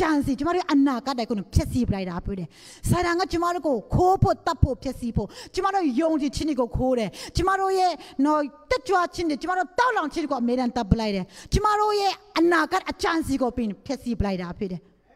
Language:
Burmese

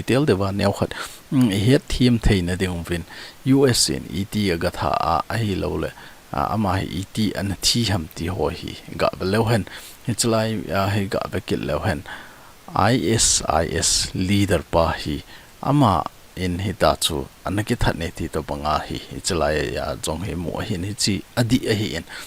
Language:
Thado Chin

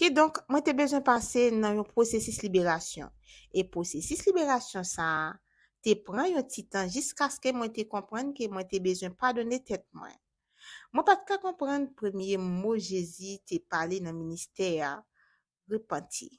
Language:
Haitian Creole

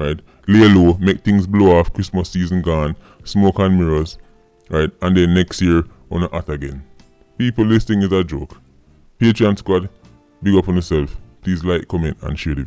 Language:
Jamaican Creole English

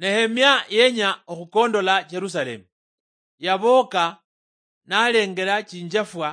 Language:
Luyia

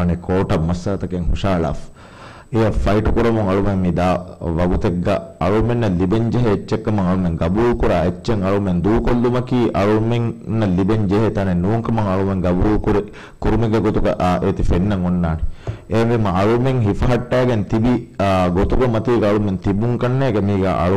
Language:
Divehi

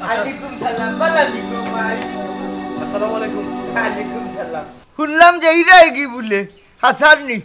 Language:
Sylheti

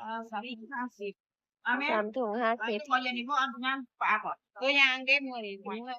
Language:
Northeastern Thai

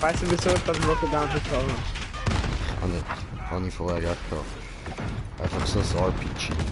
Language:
Swiss German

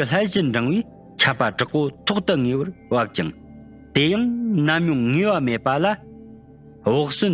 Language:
Tibetan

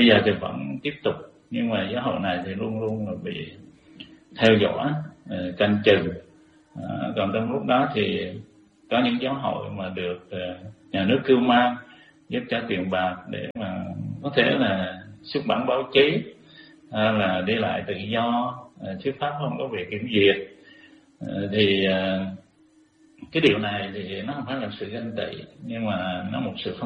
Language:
Vietnamese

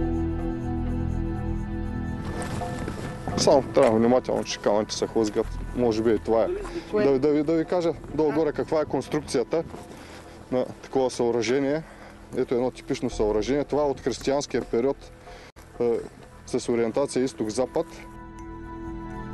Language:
Bulgarian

